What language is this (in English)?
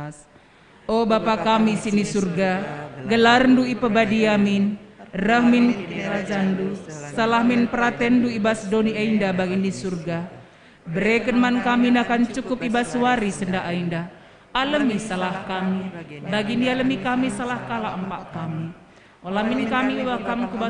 Batak Karo